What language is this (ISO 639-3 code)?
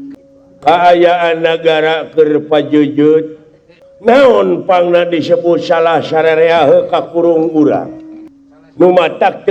sun